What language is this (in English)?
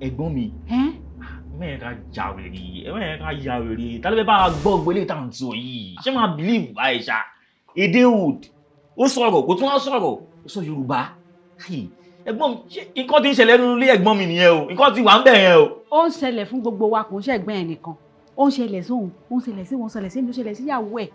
Yoruba